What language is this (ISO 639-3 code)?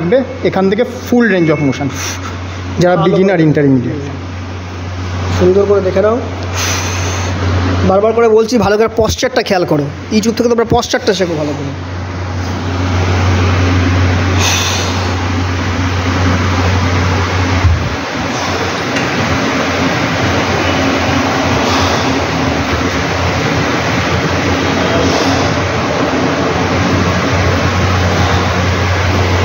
ben